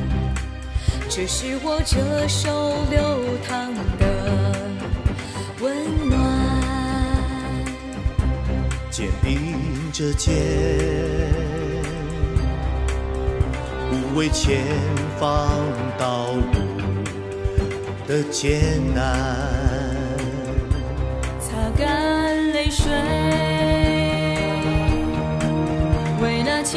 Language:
Chinese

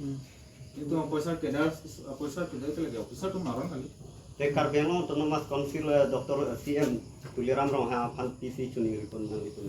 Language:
Karbi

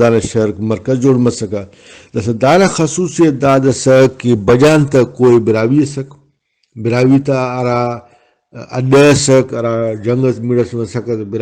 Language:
Brahui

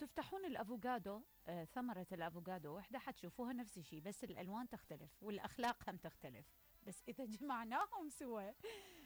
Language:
Mesopotamian Arabic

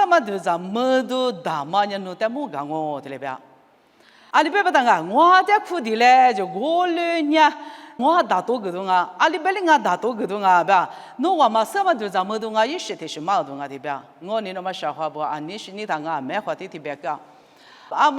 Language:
Lisu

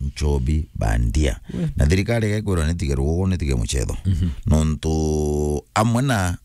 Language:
Meru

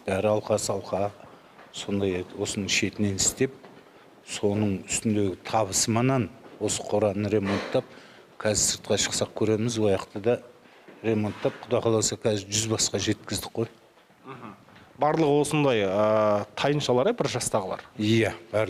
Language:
Kazakh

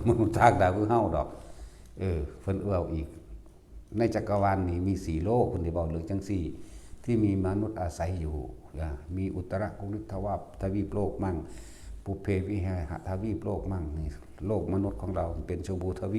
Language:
Northeastern Thai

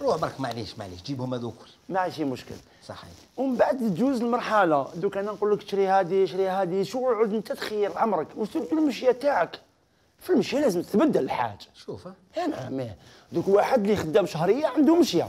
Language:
Algerian Arabic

